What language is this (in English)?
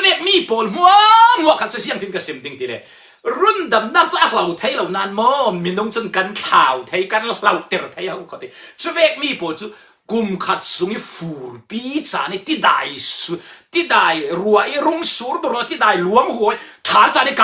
Falam Chin